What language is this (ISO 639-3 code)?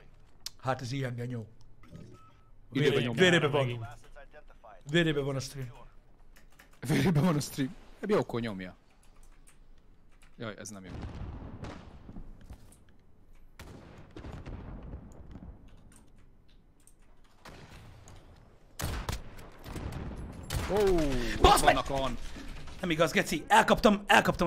hun